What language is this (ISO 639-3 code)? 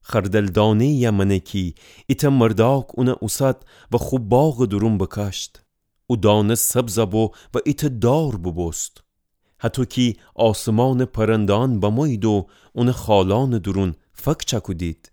glk